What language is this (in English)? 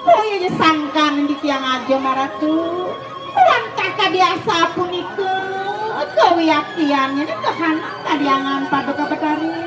Balinese